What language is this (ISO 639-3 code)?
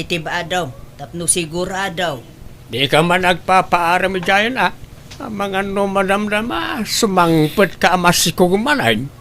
ilo